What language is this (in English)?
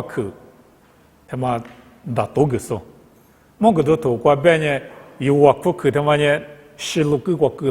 Lisu